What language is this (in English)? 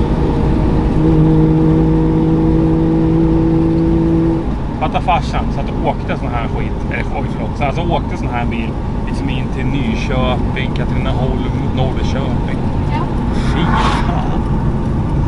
Swedish